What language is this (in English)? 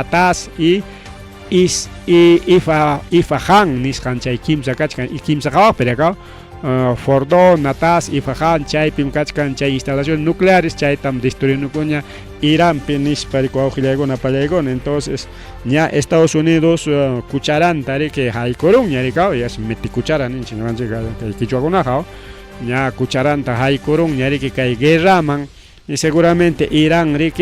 Ayacucho Quechua